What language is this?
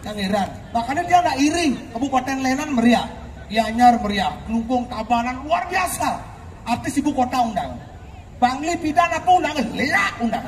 Balinese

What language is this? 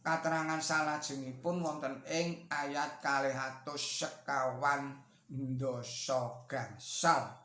Javanese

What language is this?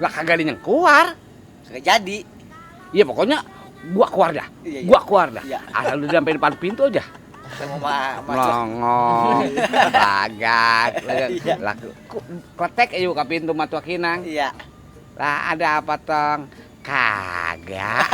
Betawi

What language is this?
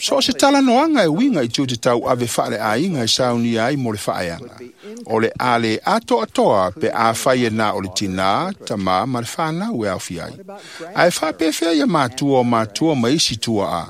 Samoan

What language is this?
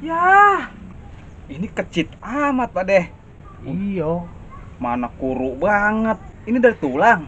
Betawi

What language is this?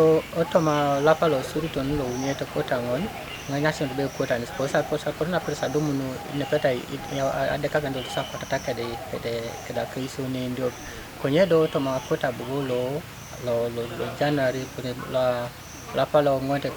Teso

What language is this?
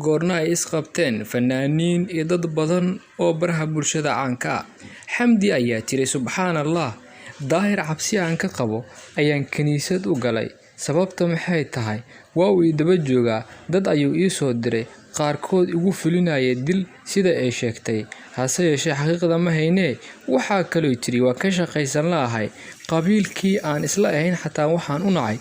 Somali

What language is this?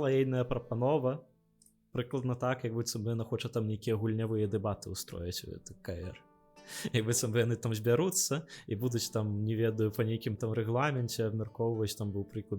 Belarusian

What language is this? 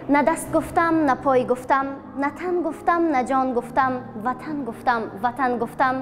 Tajik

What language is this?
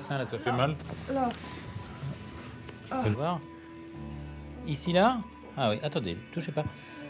French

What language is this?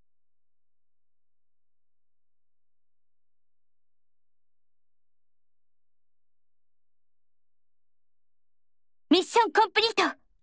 Japanese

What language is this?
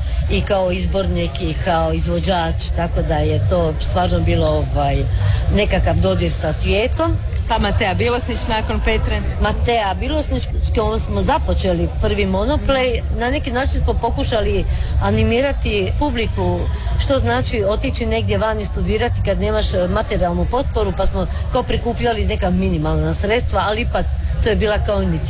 Croatian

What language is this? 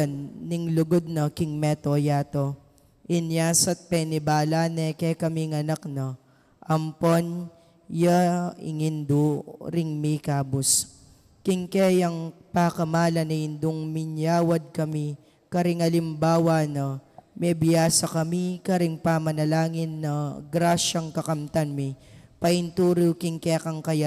Pampanga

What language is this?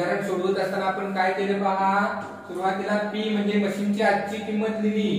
Marathi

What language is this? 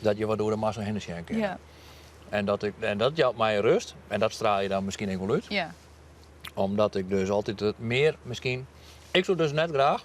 Western Frisian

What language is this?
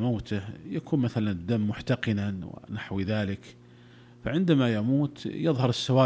Arabic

